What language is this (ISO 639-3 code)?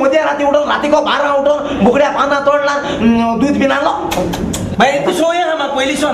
kok